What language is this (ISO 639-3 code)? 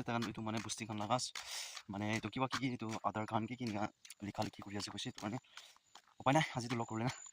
nag